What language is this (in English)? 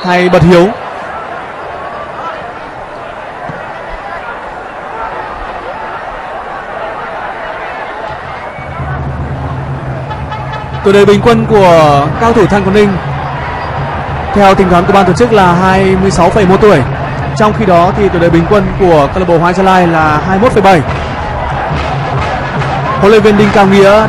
Vietnamese